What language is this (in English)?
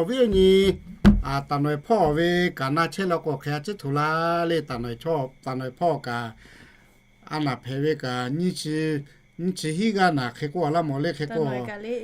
Lahu